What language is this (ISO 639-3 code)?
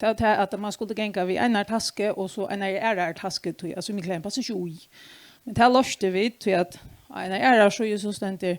fao